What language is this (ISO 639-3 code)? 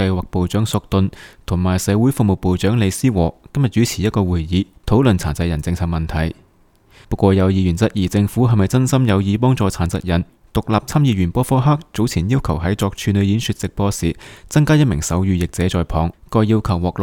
yue